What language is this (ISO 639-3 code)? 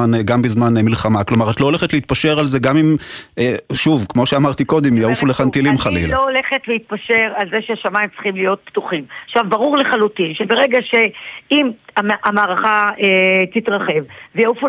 heb